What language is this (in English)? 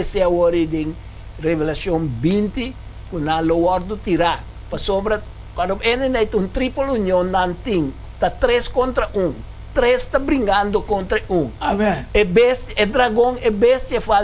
Papiamento